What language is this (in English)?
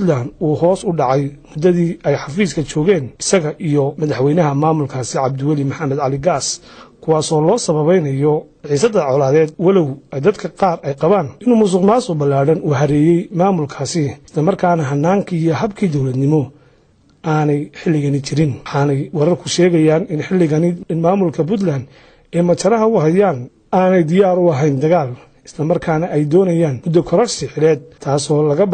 Somali